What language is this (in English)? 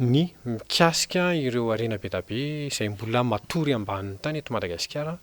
Malagasy